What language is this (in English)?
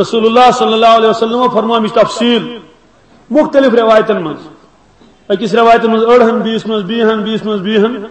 Kashmiri